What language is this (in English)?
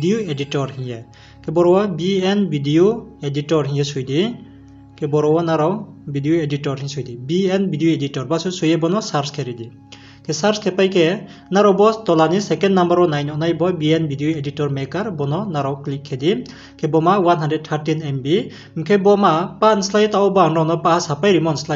Riang (India)